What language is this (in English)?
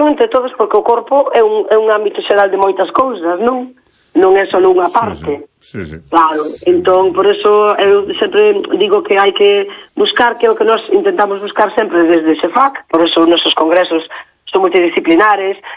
Galician